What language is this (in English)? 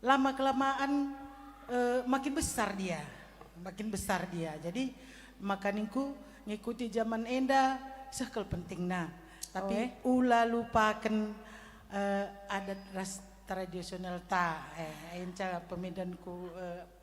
Batak Karo